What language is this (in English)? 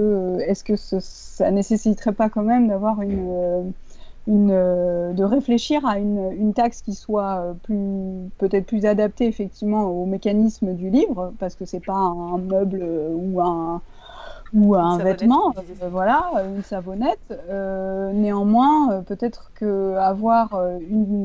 French